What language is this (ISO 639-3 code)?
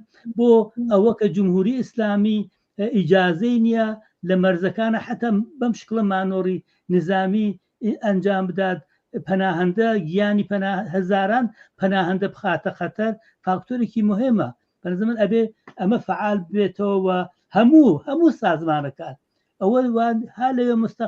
ckb